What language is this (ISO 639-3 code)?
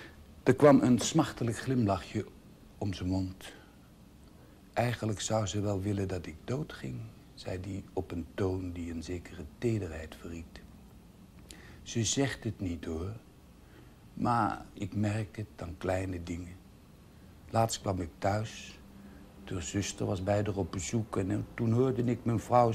nld